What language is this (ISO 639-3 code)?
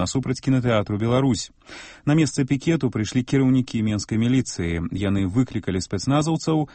bel